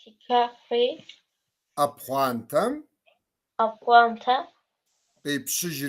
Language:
Kabardian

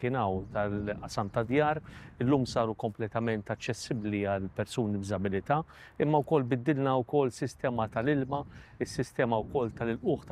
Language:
Maltese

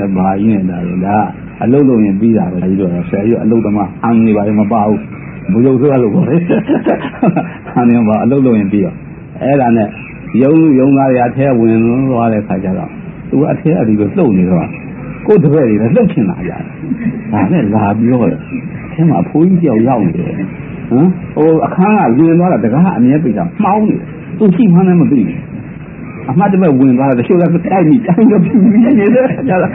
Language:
Burmese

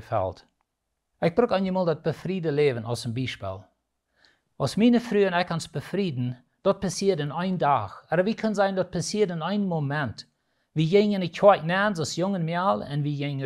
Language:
Plautdietsch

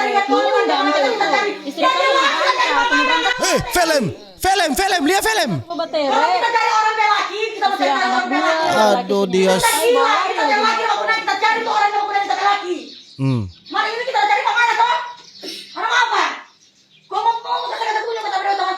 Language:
Manado Malay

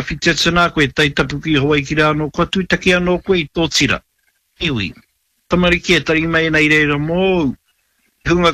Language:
Māori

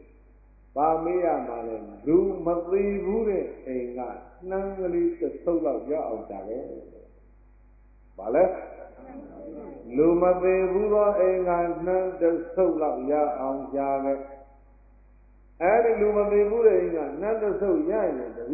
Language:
Burmese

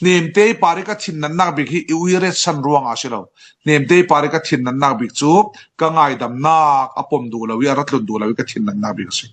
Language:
Falam Chin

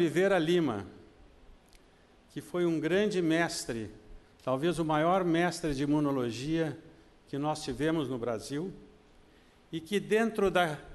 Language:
Portuguese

